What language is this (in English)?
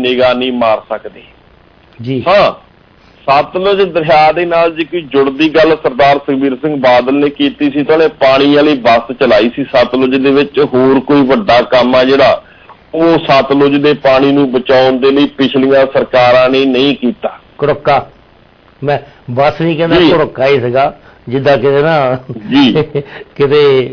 Punjabi